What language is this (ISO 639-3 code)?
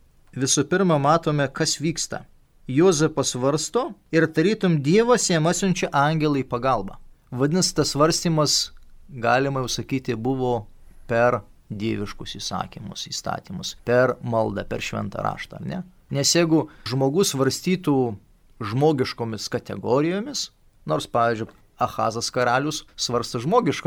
lit